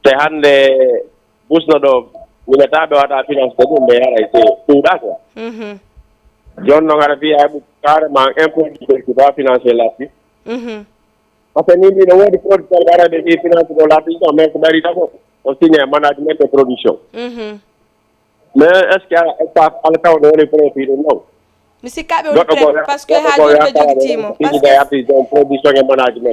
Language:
Fula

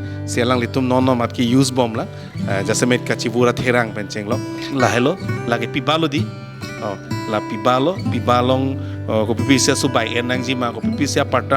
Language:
Karbi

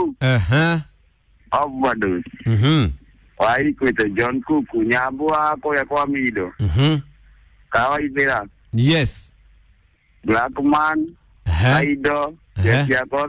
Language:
Kikuyu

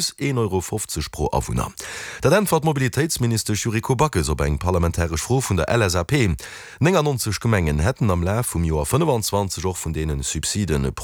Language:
Luxembourgish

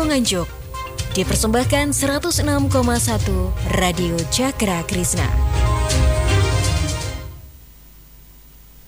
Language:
Indonesian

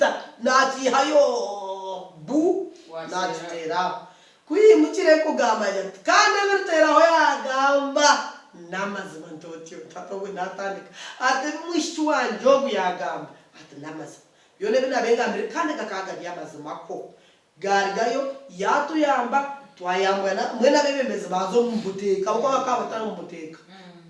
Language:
Nyankole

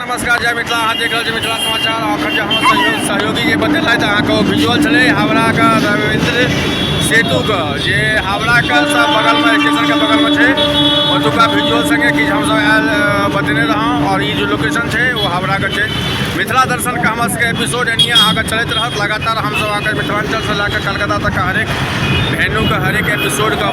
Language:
Maithili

